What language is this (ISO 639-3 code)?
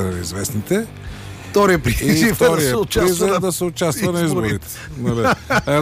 bul